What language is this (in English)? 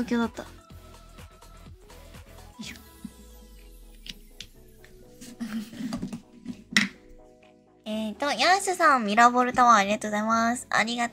Japanese